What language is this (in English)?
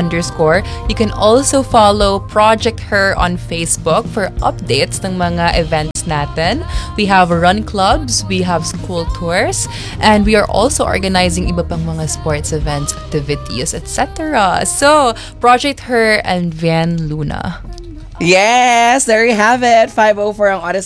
Filipino